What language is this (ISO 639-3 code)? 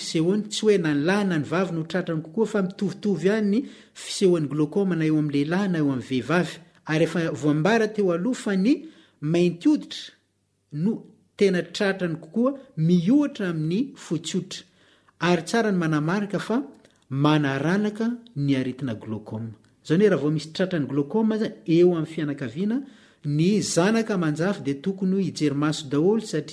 mlg